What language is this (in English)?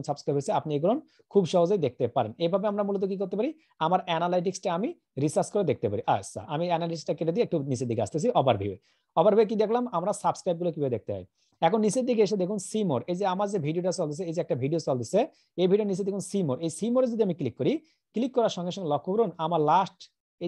Bangla